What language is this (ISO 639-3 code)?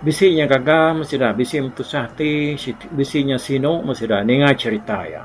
iba